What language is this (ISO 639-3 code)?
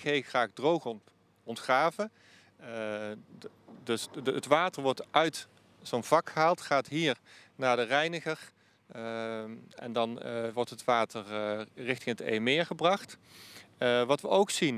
nld